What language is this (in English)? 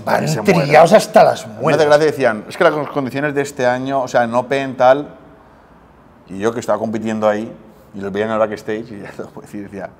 Spanish